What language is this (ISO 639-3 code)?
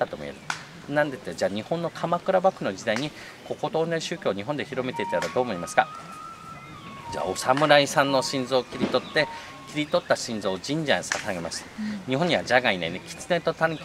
jpn